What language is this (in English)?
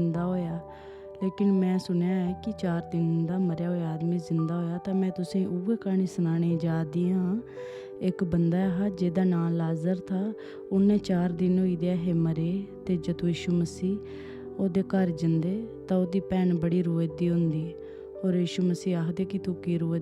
Dogri